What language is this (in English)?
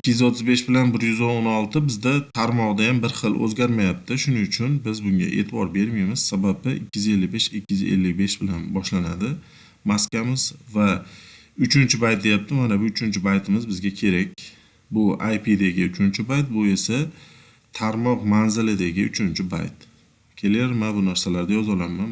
Uzbek